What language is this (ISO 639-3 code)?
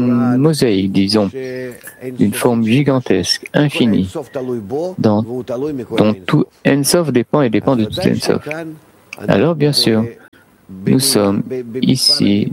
fra